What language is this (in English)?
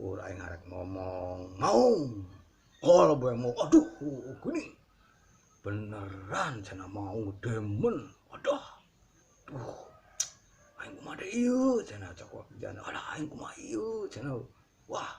Sundanese